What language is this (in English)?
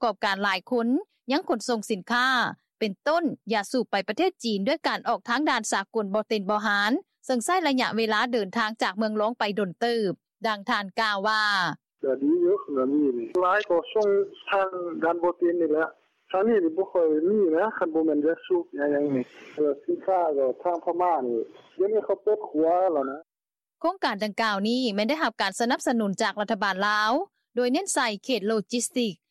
Lao